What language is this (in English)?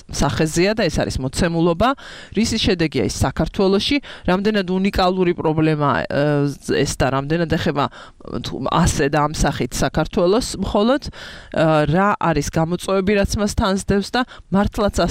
Georgian